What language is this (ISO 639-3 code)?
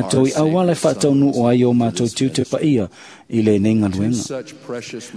smo